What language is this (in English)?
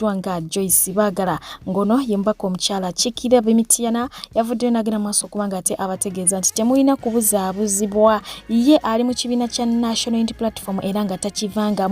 Ganda